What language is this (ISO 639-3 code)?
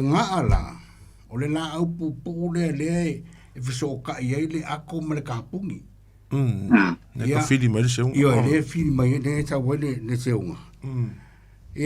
smo